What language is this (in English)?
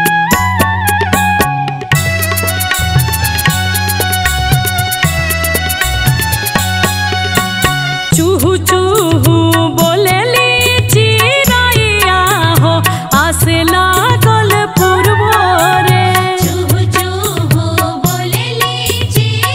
Bhojpuri